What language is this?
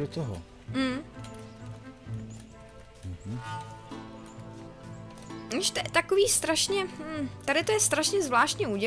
Czech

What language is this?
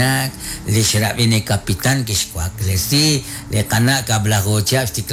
Kekchí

